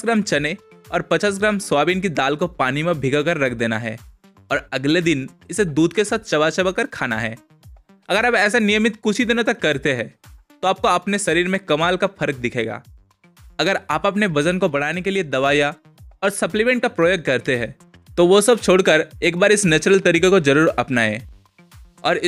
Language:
Hindi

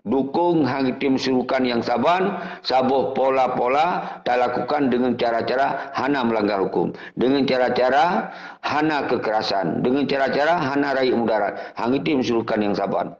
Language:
Achinese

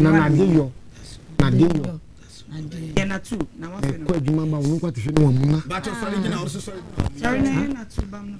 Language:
Akan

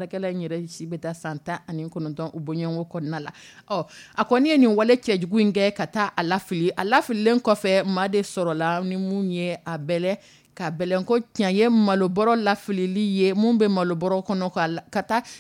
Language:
Dyula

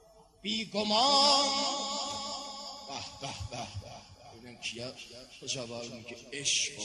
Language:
Persian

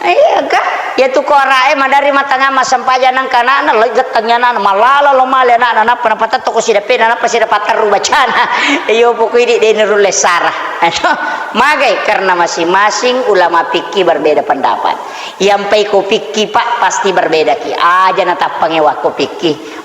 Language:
Buginese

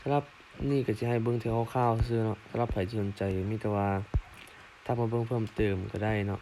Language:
Lao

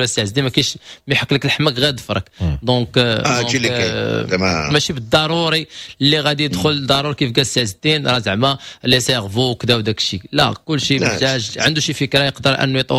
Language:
Moroccan Arabic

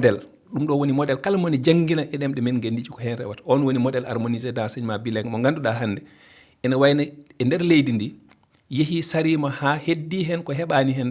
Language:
Fula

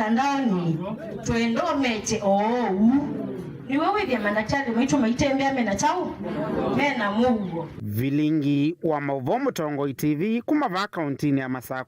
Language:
Kamba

